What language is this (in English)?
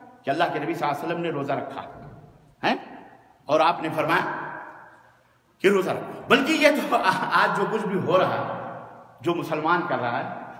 Urdu